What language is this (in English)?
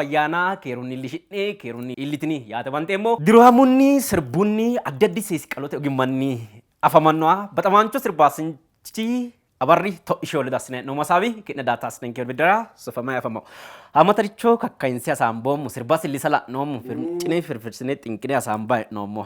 Sidamo